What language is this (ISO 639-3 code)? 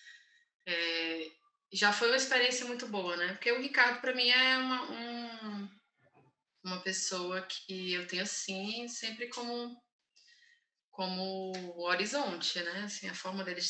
por